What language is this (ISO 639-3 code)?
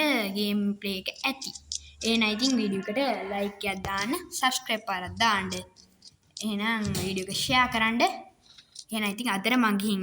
sin